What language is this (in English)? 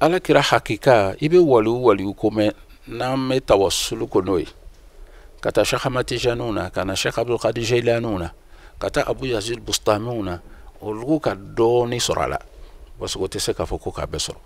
Bambara